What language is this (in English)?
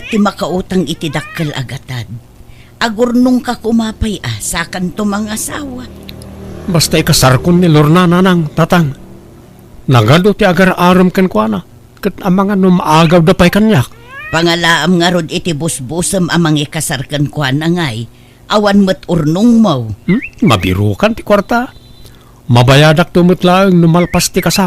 Iloko